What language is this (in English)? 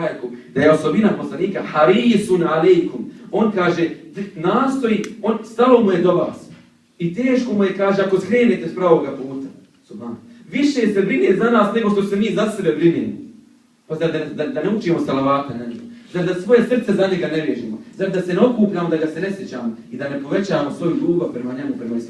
Bosnian